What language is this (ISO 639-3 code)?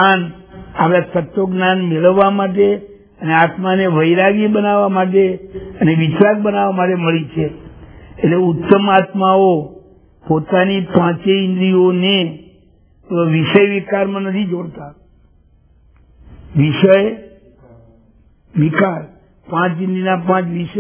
guj